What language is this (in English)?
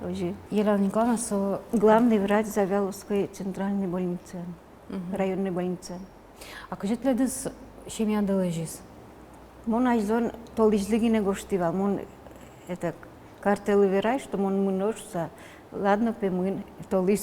Udmurt